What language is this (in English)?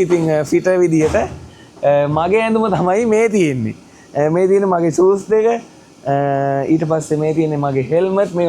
Sinhala